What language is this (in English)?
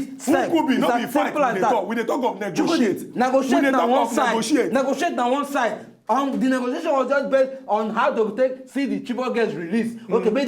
Nigerian Pidgin